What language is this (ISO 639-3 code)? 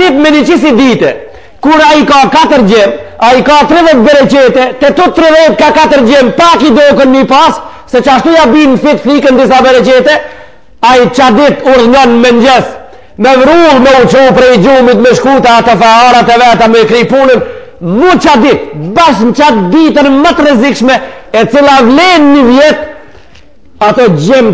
sqi